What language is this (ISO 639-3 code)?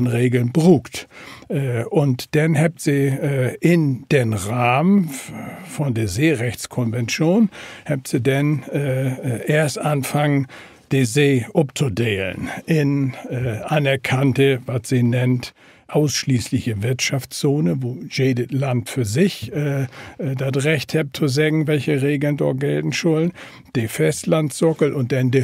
nds